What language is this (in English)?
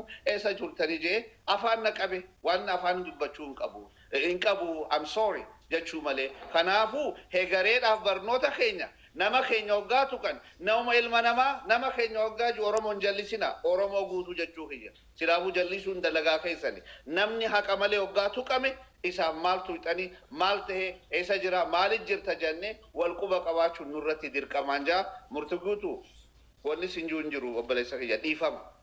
Oromo